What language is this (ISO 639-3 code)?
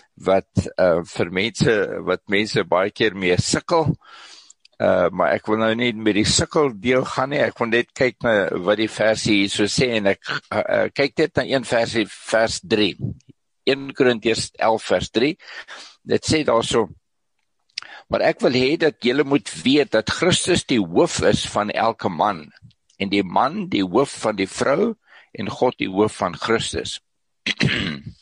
afr